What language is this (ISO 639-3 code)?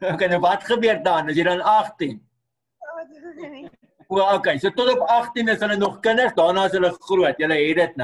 afr